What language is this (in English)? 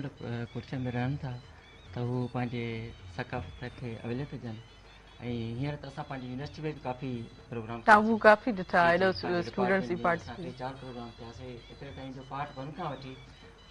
Sindhi